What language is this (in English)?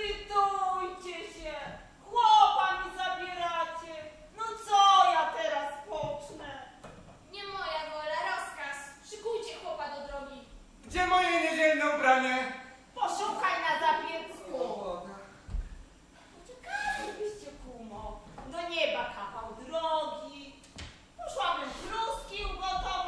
Polish